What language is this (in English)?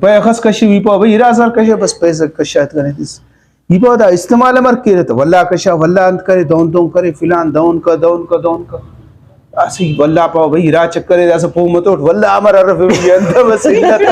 Brahui